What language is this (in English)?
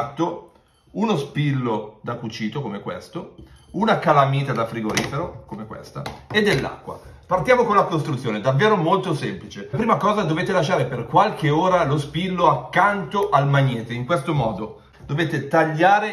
Italian